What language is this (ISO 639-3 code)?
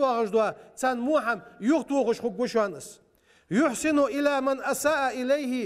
inh